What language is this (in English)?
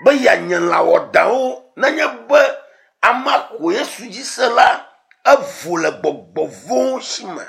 Ewe